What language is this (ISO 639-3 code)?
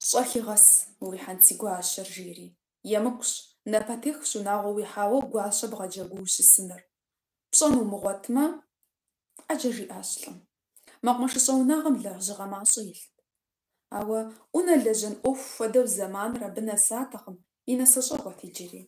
kbd